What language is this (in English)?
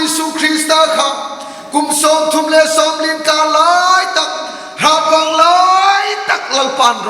Hmar